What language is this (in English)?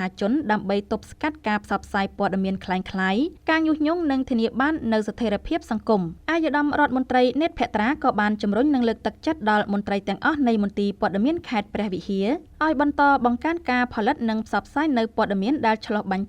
Khmer